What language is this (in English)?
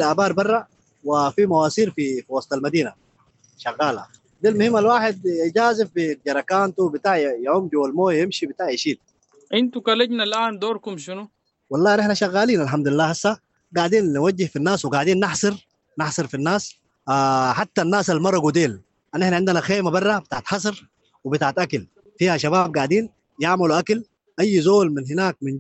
Sudanese Arabic